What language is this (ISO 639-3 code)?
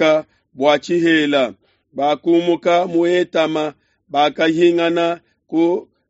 lua